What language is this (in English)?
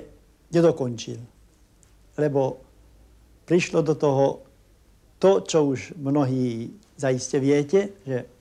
Slovak